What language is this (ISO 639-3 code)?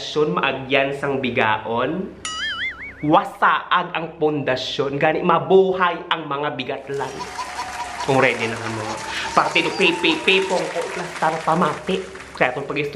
hil